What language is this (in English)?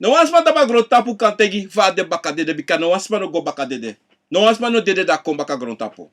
Sranan Tongo